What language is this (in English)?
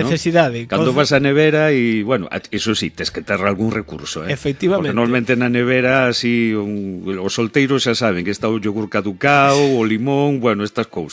Galician